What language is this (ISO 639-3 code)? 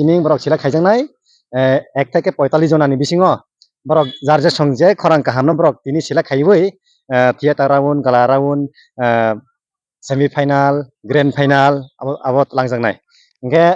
trp